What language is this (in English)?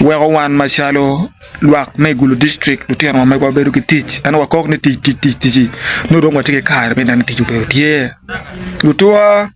Acoli